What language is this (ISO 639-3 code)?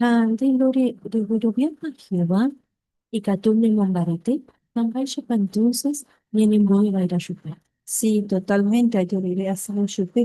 grn